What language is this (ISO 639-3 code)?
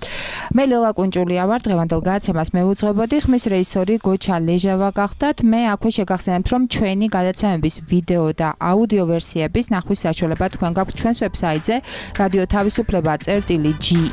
kat